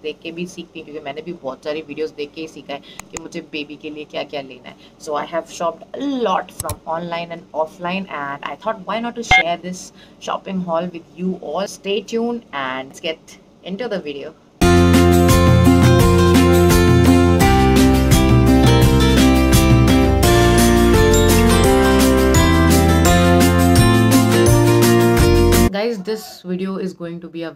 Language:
Hindi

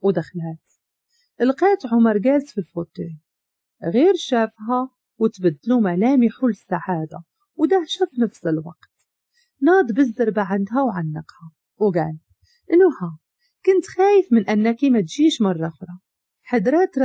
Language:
Moroccan Arabic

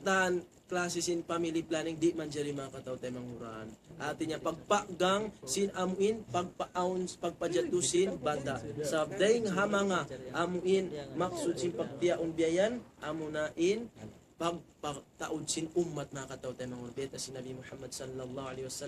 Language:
Tausug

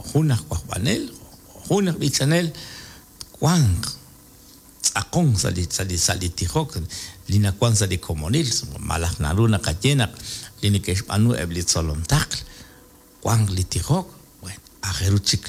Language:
Kekchí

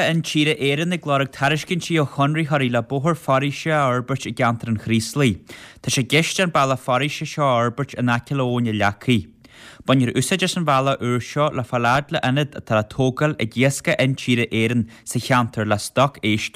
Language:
Irish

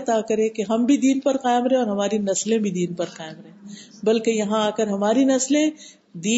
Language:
Urdu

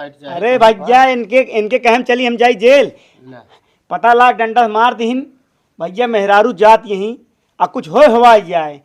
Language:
Awadhi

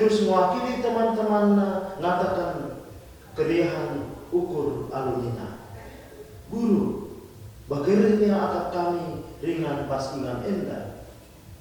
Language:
Batak Karo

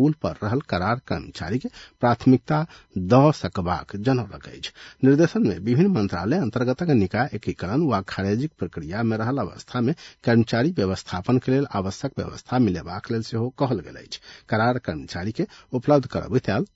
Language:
Maithili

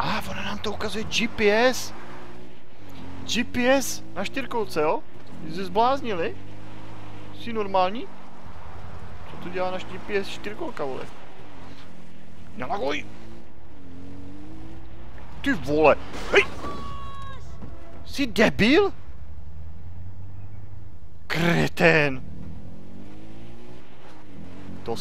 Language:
Czech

